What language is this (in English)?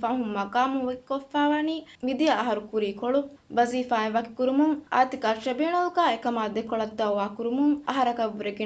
Divehi